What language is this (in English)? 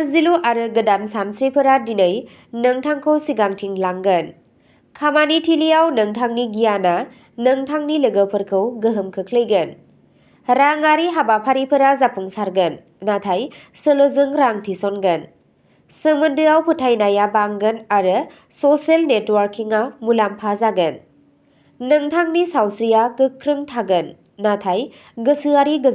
Bodo